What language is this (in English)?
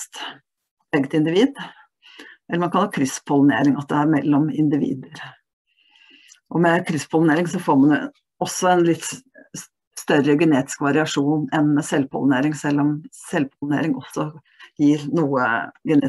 Norwegian